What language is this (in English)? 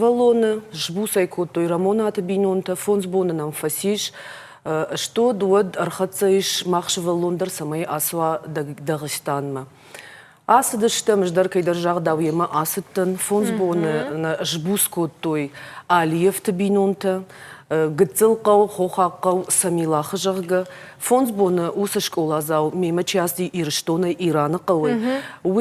Ossetic